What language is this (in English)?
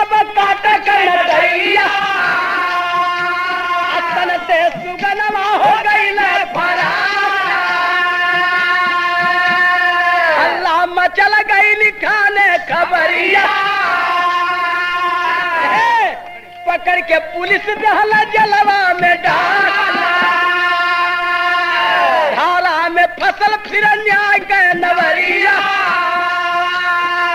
Bhojpuri